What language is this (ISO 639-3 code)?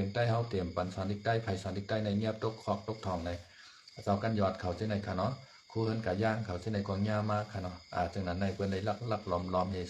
shn